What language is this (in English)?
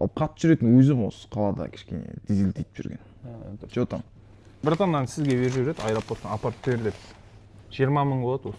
Kazakh